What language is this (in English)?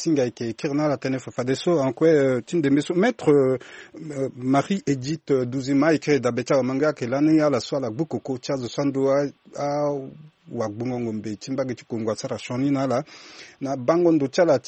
Sango